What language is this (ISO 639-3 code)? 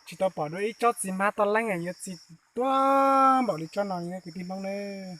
hmn